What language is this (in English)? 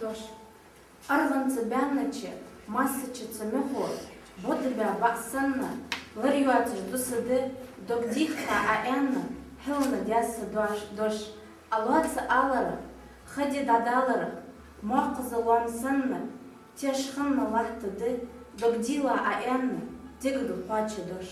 Ingush